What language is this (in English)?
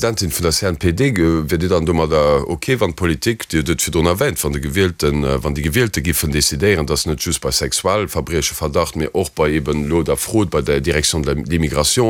Luxembourgish